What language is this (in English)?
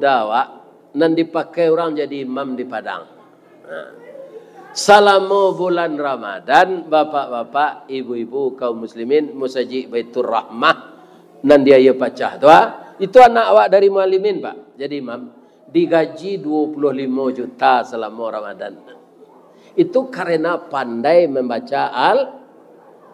Minangkabau